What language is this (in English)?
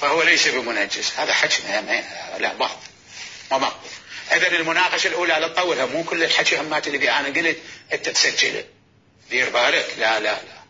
Mesopotamian Arabic